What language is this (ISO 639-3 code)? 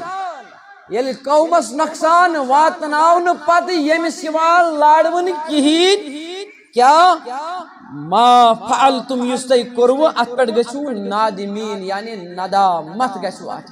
kas